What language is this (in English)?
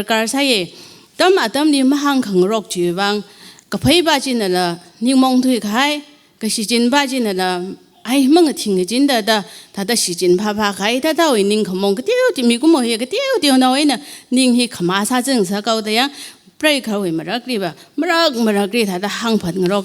Tangkhul Naga (India)